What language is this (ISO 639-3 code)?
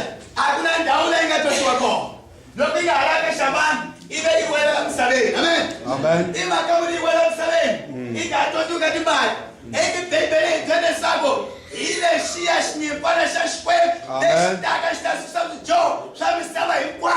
tso